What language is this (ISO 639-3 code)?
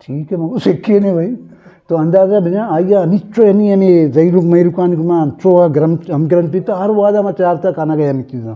bgp